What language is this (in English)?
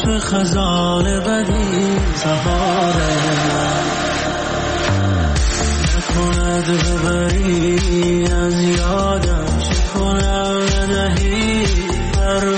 Persian